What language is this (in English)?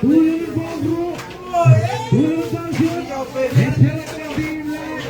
Marshallese